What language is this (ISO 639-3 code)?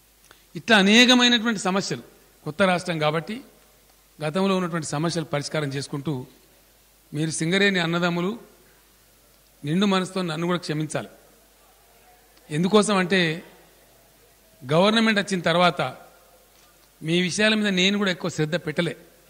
tel